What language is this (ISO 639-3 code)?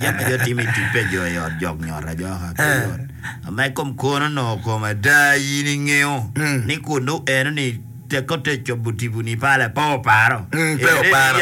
ach